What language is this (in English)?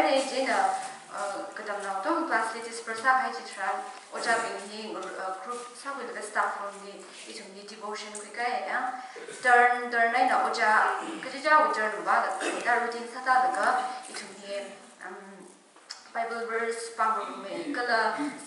Tangkhul Naga (India)